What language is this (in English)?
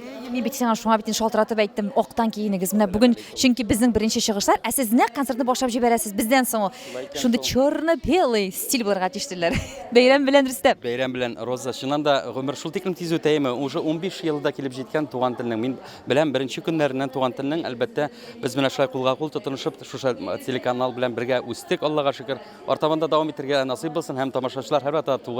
Tatar